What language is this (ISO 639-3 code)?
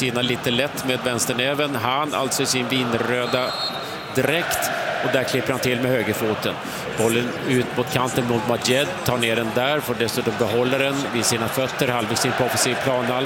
swe